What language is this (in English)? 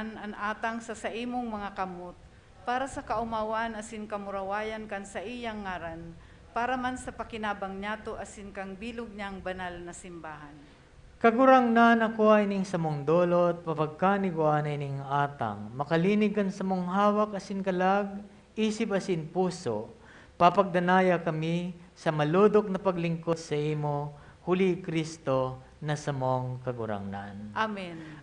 Bikol